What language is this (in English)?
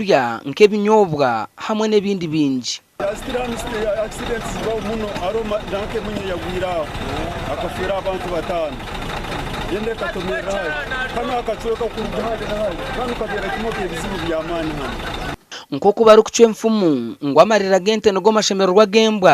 Nyankole